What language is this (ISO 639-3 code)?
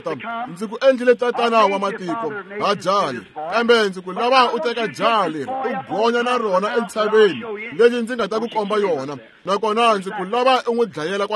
tso